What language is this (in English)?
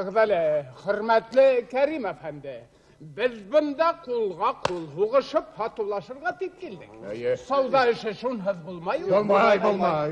Bashkir